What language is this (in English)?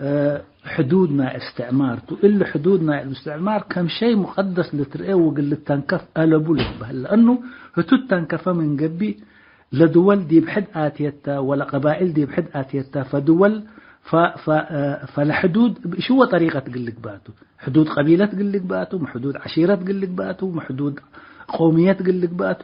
Tigre